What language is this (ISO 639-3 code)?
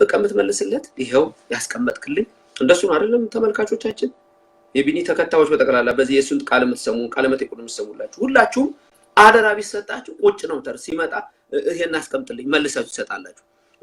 amh